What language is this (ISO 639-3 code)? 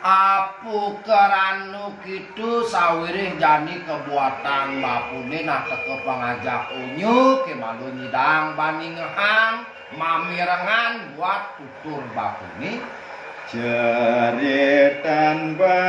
ban